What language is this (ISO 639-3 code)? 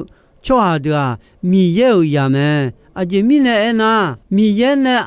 ahk